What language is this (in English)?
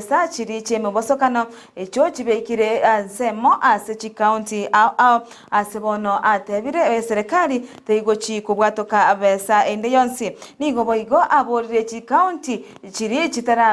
Gusii